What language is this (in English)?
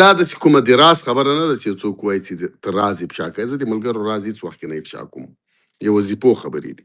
Pashto